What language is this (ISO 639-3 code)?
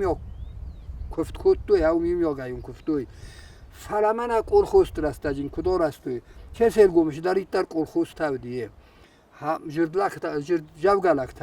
oss